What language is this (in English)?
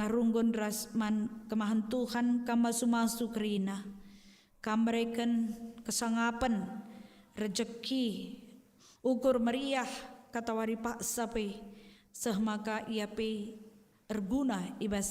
Batak Karo